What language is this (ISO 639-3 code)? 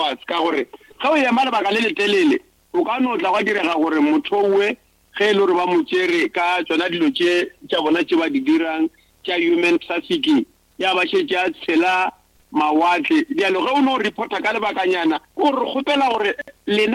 nso